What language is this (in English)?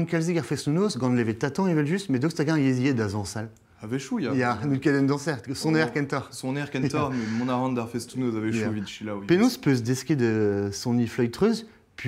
Breton